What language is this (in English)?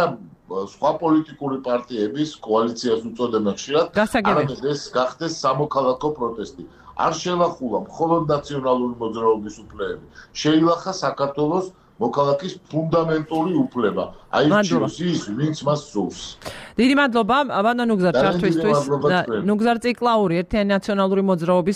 Georgian